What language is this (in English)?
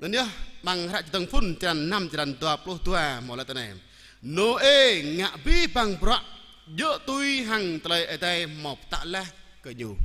Jarai